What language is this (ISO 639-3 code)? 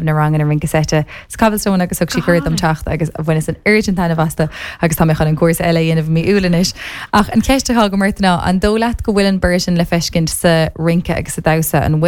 gle